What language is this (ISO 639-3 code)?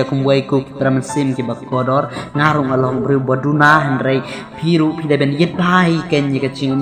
kha